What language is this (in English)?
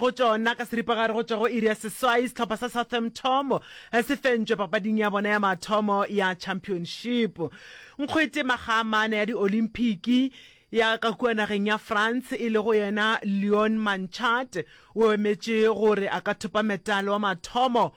Northern Sotho